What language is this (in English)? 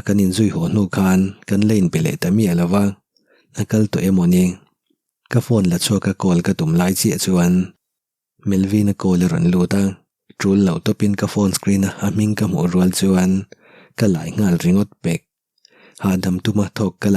Mizo